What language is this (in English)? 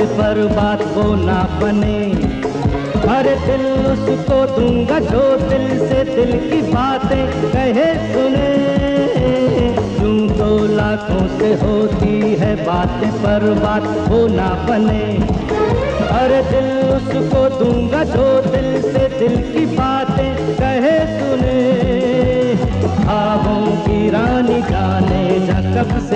Hindi